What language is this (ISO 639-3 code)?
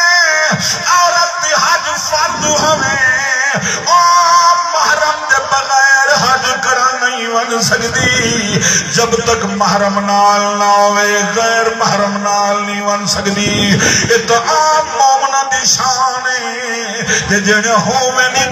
skr